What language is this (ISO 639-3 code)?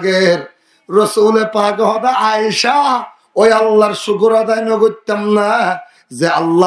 rhg